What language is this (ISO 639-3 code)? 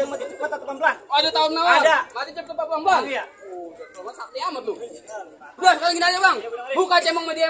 bew